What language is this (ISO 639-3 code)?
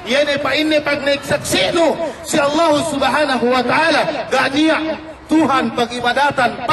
yka